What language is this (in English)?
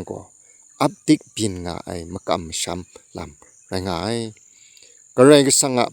Kachin